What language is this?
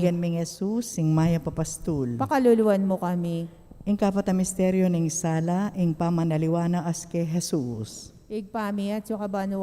Pampanga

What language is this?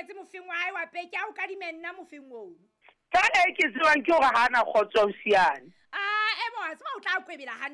Southern Sotho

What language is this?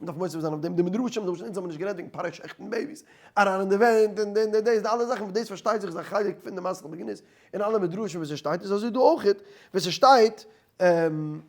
Yiddish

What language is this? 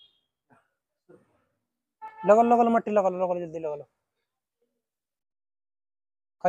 Marathi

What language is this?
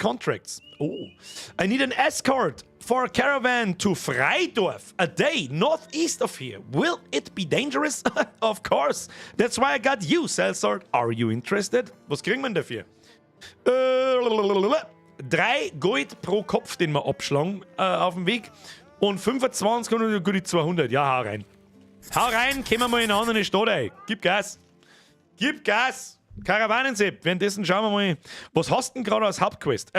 Bavarian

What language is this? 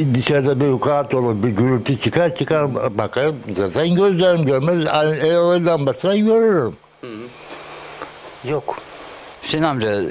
Turkish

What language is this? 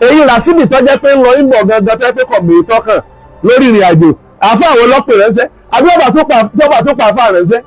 Yoruba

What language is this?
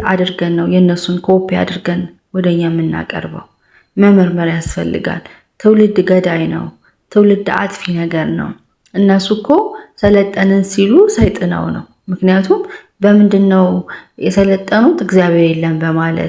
Amharic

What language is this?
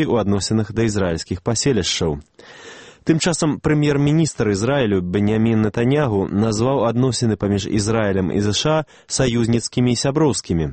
Belarusian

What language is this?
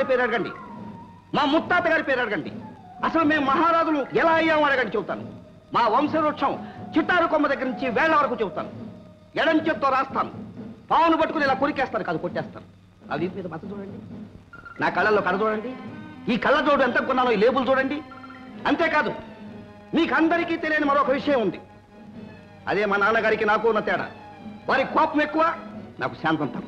Telugu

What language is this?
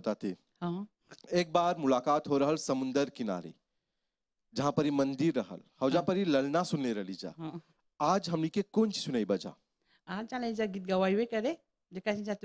Bhojpuri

